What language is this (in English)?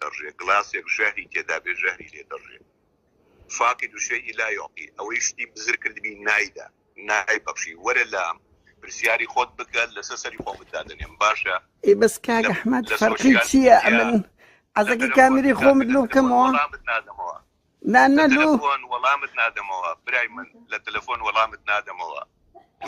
Central Kurdish